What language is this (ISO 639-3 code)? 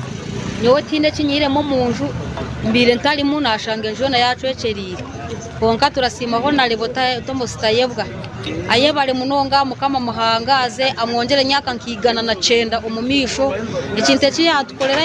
nyn